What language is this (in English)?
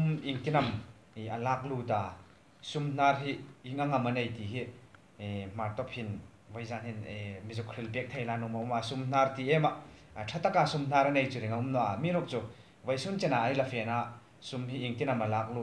Hmar